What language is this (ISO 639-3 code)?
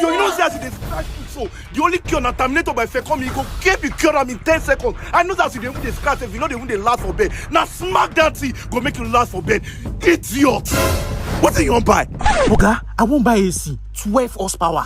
pcm